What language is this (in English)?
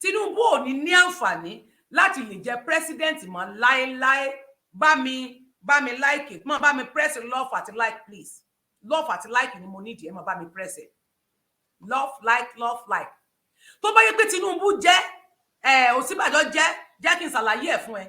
Yoruba